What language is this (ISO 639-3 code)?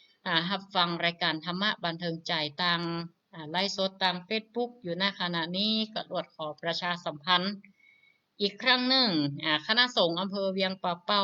nod